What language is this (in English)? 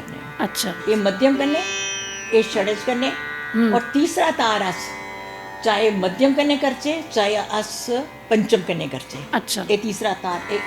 Dogri